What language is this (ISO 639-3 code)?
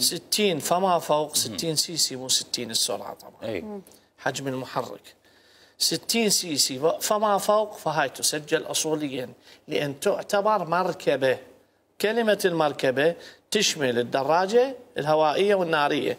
acm